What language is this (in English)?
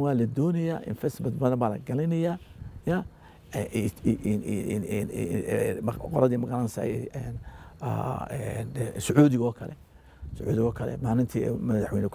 Somali